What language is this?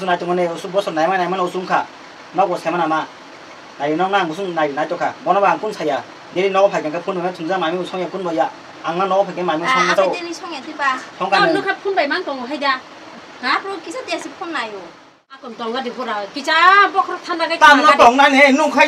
Kok Borok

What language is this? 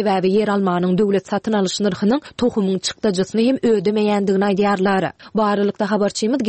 Turkmen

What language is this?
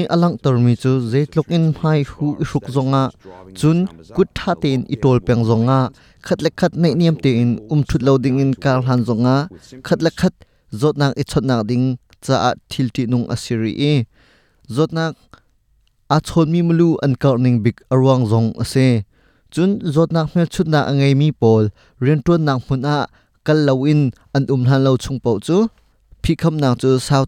Hakha Chin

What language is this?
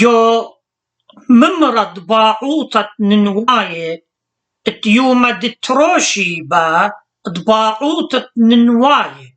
Assyrian Neo-Aramaic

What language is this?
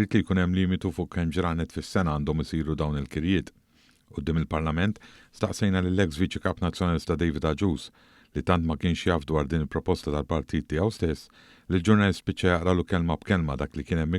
Maltese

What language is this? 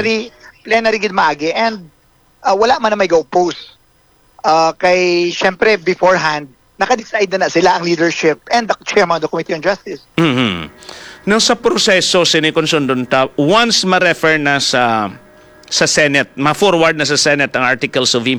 Hiligaynon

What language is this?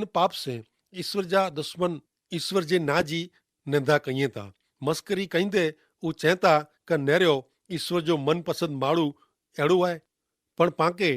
Kachhi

